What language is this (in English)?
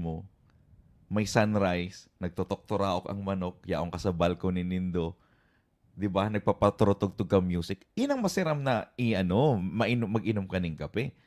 Bikol